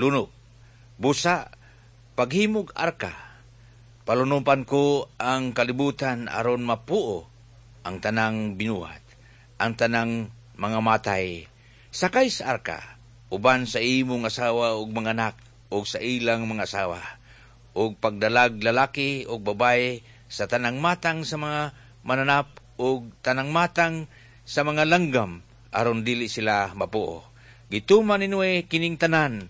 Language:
Cebuano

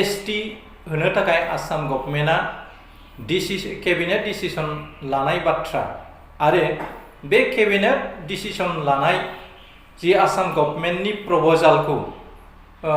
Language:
Bodo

